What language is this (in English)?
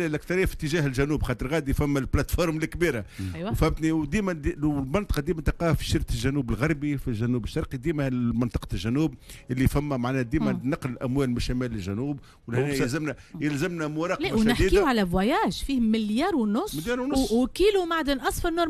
Tunisian Arabic